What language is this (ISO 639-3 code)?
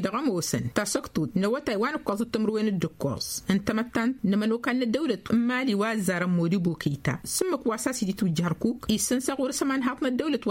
taq